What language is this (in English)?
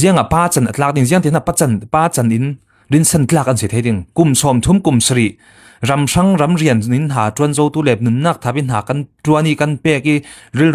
Falam Chin